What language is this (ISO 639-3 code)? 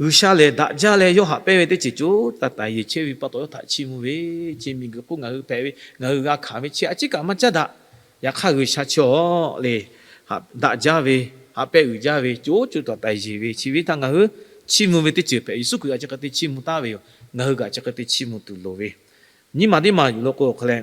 lhu